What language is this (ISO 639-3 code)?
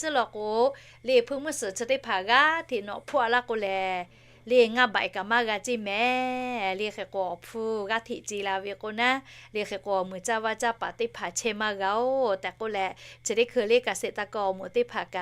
lhu